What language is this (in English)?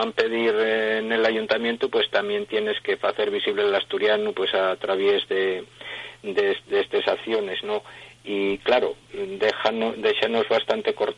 Asturian